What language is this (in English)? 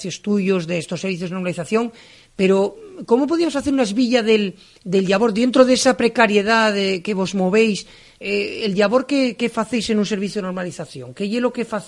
Asturian